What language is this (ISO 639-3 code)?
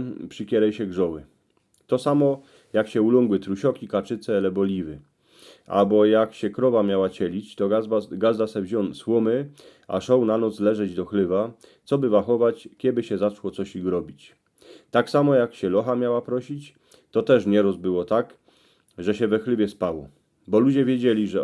szl